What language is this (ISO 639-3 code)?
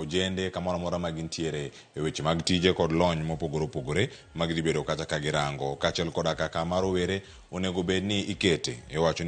luo